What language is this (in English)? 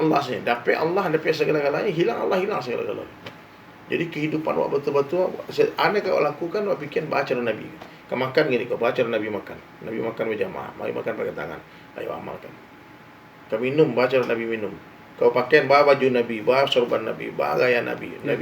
Minangkabau